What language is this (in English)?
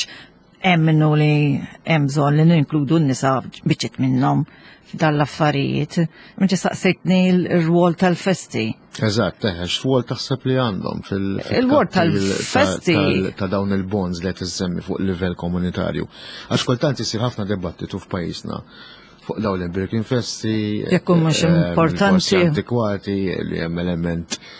Maltese